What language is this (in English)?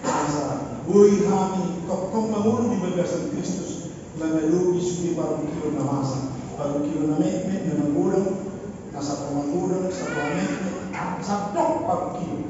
Batak Toba